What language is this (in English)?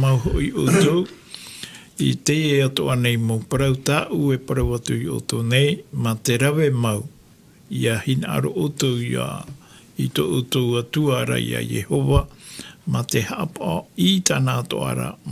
Tahitian